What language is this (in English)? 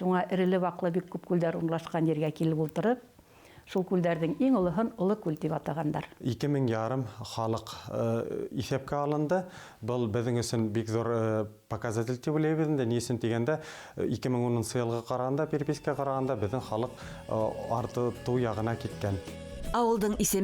Bashkir